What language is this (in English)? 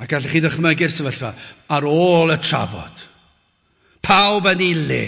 Welsh